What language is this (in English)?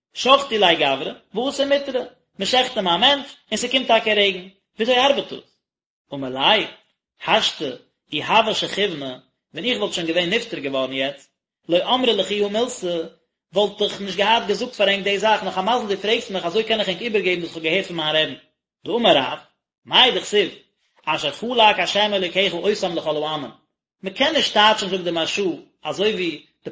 Yiddish